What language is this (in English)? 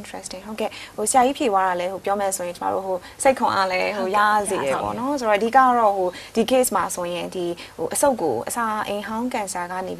Burmese